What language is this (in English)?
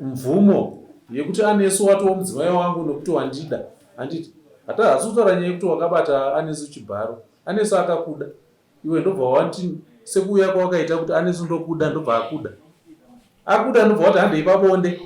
Shona